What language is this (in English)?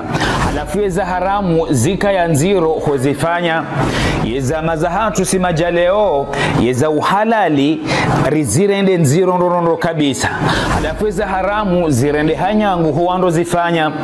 Ngazidja Comorian